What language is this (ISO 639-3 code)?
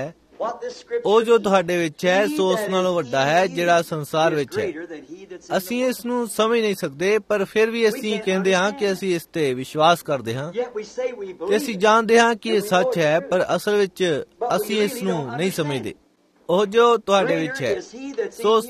pan